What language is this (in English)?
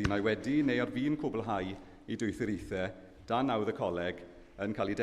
Welsh